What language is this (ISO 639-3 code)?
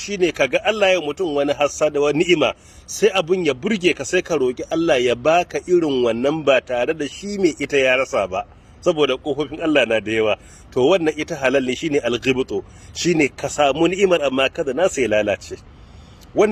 hau